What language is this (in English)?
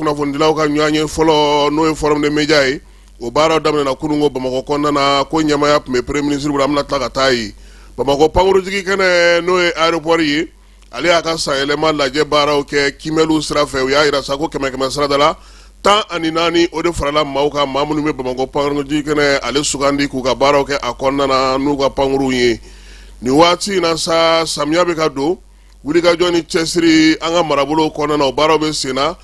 Bambara